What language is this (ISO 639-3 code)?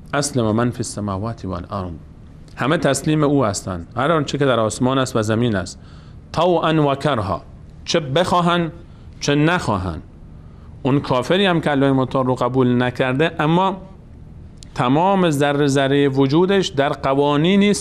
fas